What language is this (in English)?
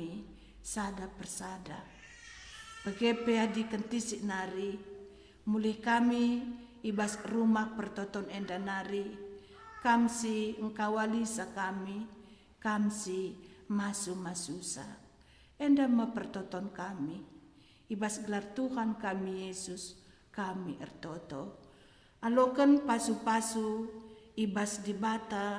Batak Karo